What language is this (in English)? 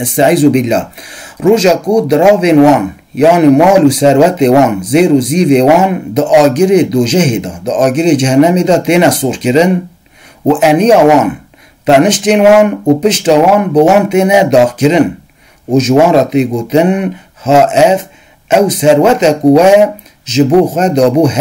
Kurdish